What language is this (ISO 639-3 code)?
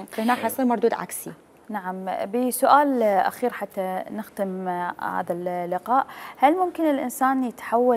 acm